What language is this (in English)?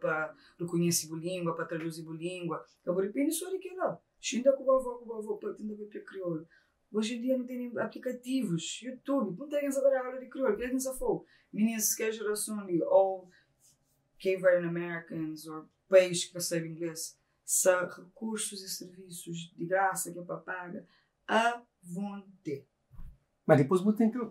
Kabuverdianu